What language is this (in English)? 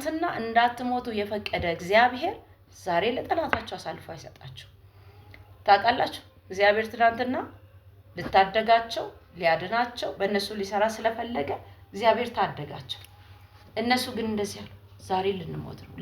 Amharic